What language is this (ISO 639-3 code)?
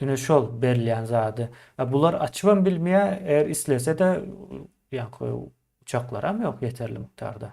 tuk